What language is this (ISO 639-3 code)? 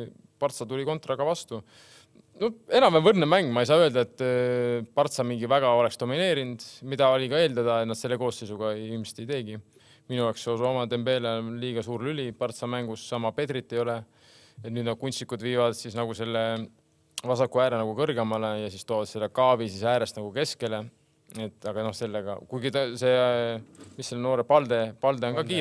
est